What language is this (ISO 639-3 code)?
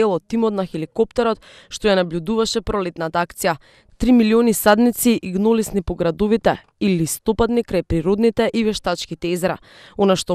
mkd